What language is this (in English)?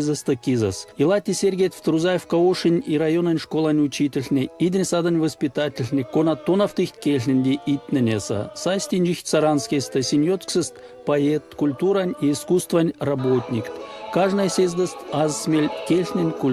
Erzya